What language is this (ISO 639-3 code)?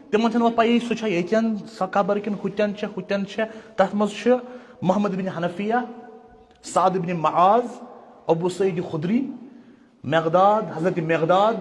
kas